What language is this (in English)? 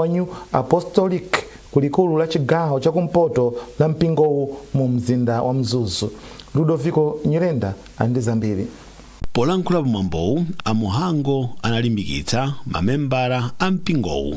Nyanja